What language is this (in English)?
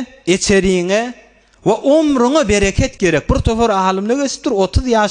Turkmen